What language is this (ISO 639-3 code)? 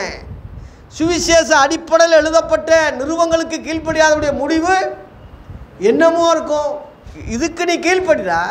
tam